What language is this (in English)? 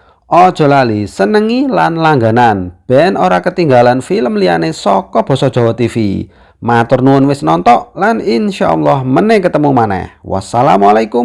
Javanese